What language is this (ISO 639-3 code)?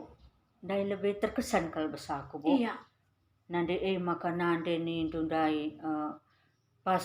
btx